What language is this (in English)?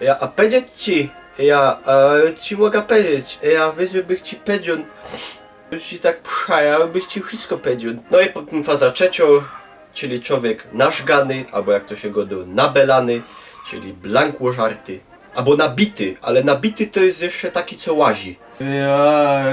Silesian